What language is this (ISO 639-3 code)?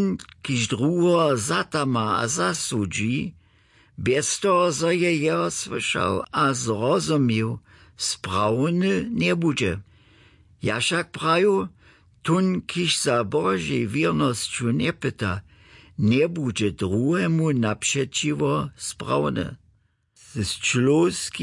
hsb